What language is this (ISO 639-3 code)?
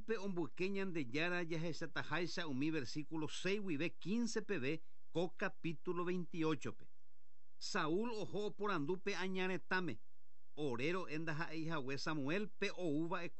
grn